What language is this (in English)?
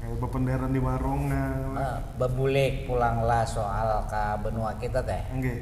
Banjar